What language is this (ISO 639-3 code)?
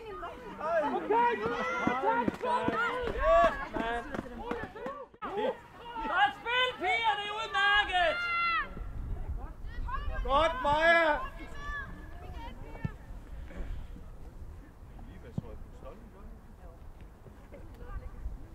dan